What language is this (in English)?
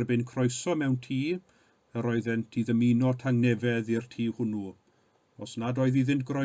Welsh